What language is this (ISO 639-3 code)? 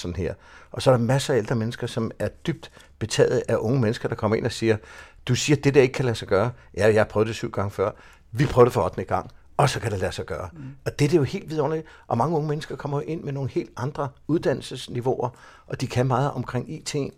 dan